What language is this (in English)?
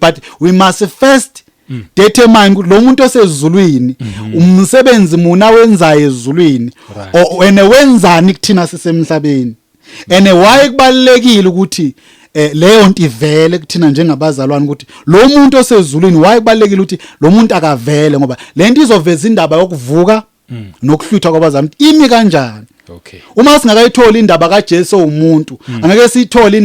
Zulu